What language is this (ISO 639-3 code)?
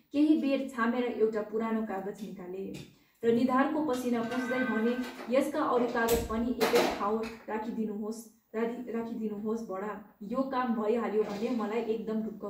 nep